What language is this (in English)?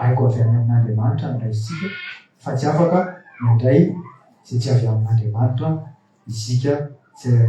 Malagasy